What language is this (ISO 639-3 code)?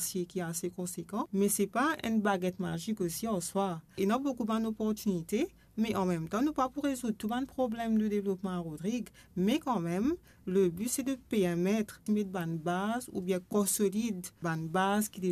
mfe